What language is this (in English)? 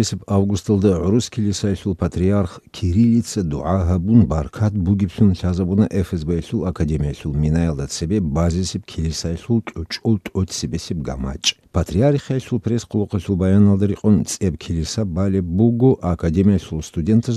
Avaric